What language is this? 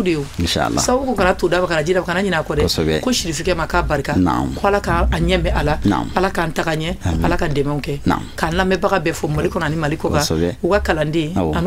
Bambara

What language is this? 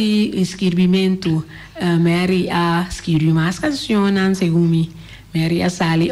Papiamento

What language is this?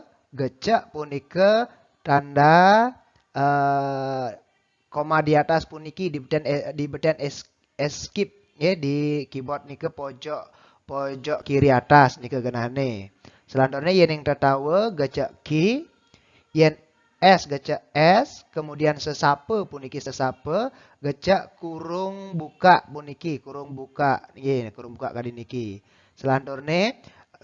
Balinese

